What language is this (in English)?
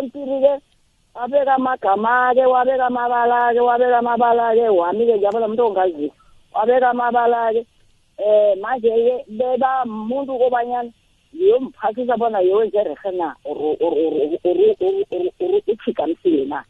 South Ndebele